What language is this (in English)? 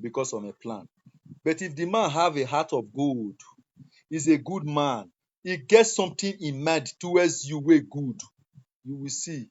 Nigerian Pidgin